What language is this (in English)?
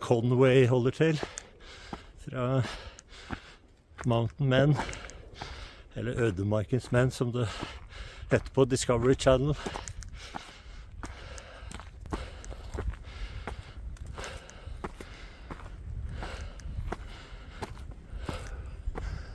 Norwegian